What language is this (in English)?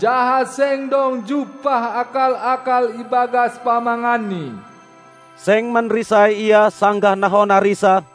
Batak Simalungun